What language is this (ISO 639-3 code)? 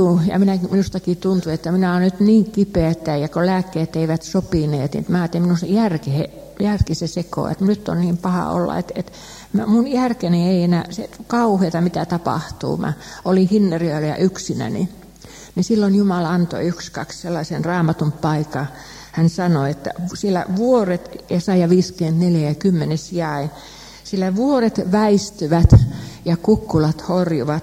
fin